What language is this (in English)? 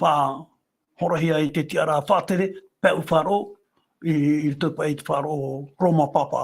Tahitian